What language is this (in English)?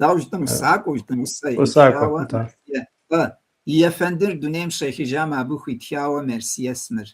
Kabardian